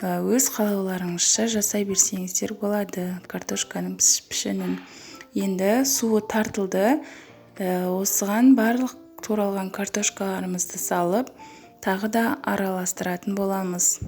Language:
Kazakh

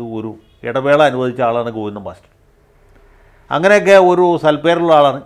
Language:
Malayalam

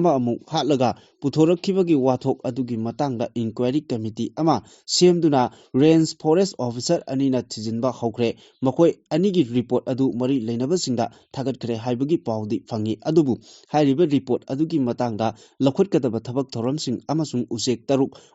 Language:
Manipuri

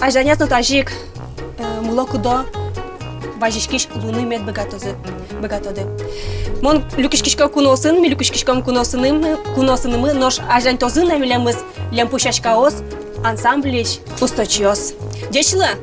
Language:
Udmurt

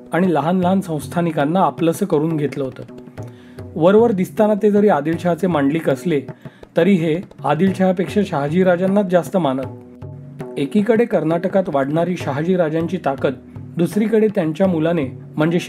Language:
Marathi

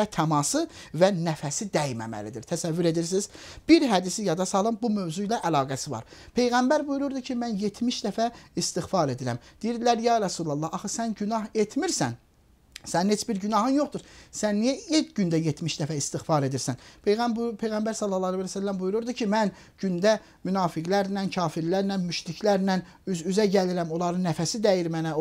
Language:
Azerbaijani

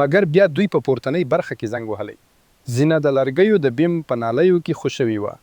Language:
Pashto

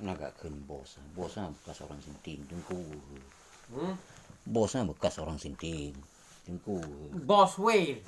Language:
Achinese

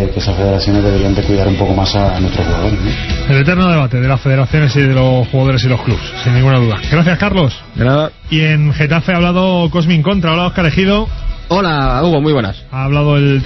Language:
Spanish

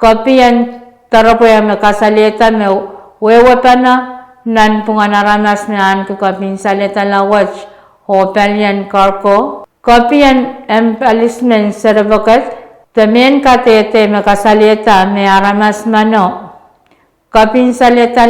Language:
Pohnpeian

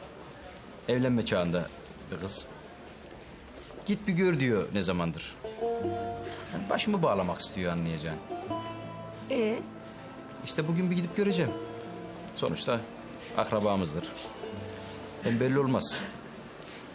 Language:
Turkish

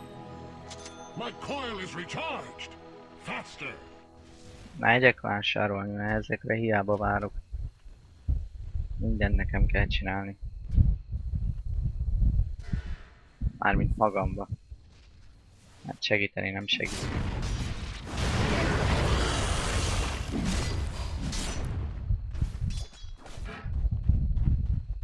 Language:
Hungarian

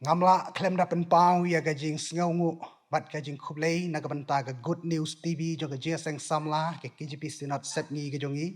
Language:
Khasi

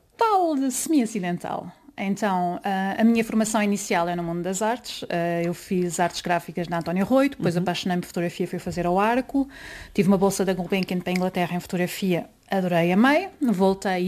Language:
Portuguese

